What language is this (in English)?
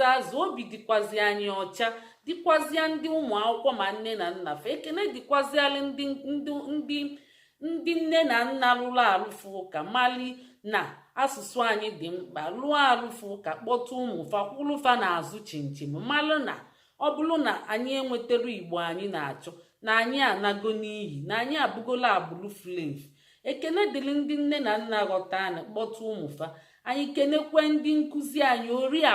Igbo